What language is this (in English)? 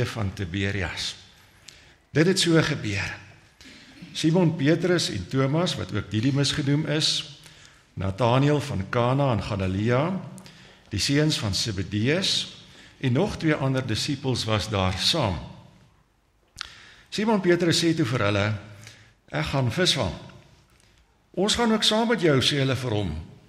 Afrikaans